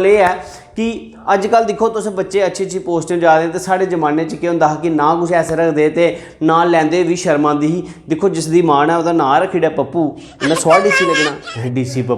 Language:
Dogri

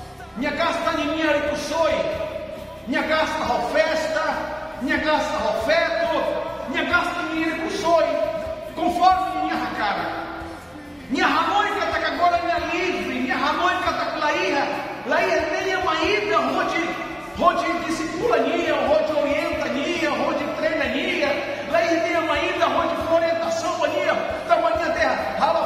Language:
Tetum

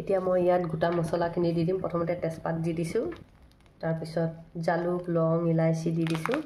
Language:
Assamese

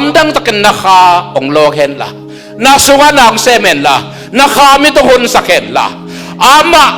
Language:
Tedim Chin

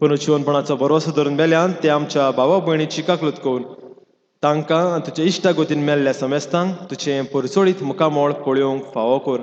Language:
Konkani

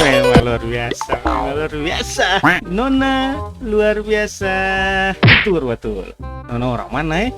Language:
Ambonese Malay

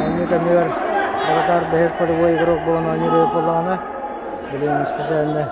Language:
Yakut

